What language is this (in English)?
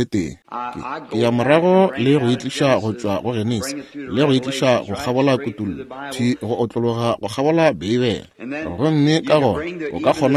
Northern Sotho